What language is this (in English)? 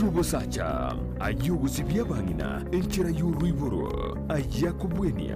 Gusii